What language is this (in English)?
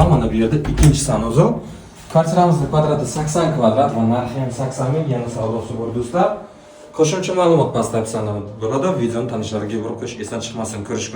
Uzbek